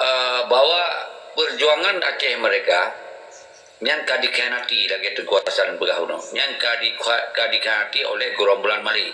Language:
Achinese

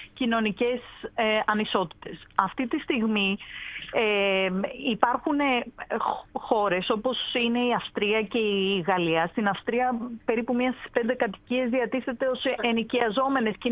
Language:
Greek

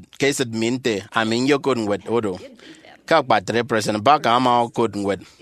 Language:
Efik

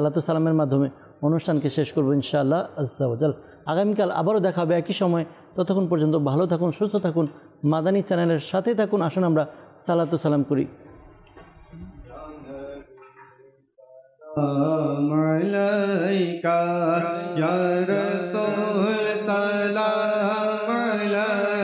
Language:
Bangla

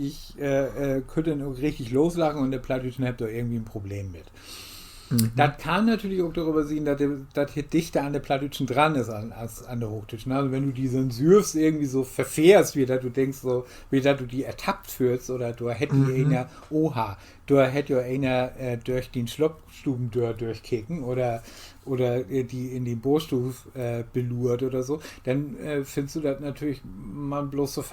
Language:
Low German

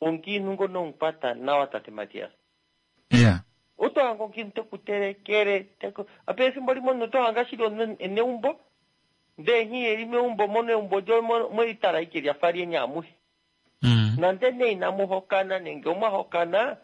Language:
Kuanyama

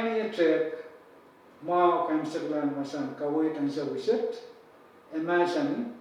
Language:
Pohnpeian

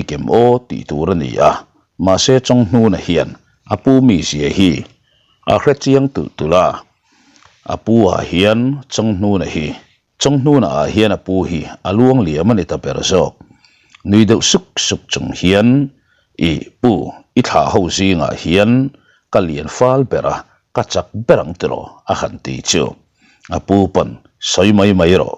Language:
Mizo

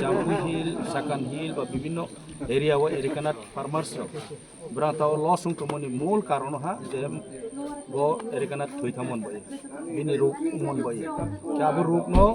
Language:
Kok Borok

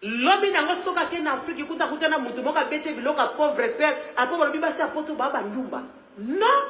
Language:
Lingala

